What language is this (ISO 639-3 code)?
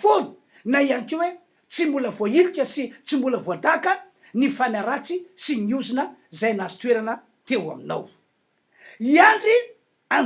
mlg